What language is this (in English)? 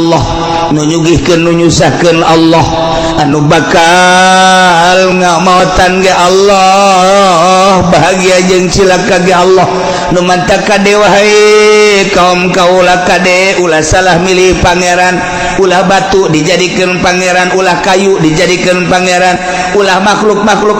Sundanese